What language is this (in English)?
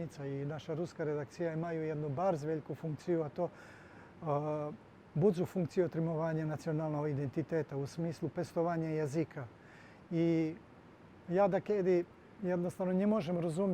Rusyn